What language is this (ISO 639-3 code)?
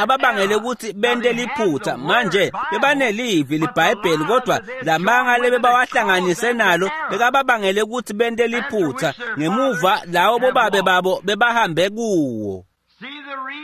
ssw